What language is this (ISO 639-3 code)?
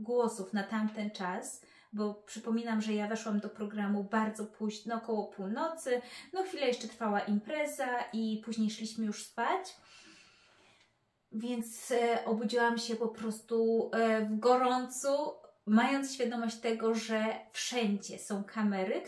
pol